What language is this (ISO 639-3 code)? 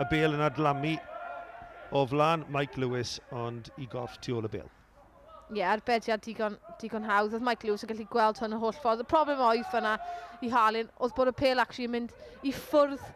cym